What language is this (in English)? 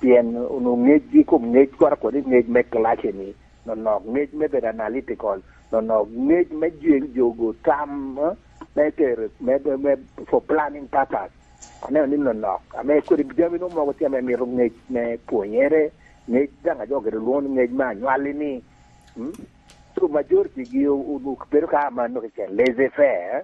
Lango (Uganda)